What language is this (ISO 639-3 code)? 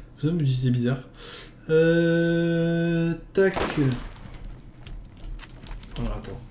fra